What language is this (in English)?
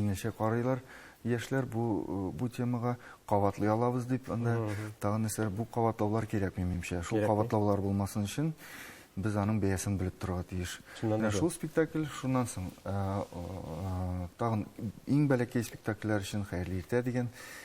Tatar